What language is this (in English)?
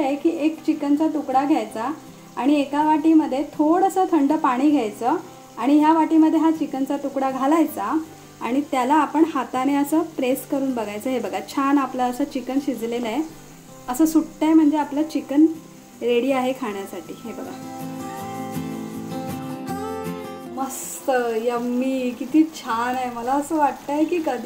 Marathi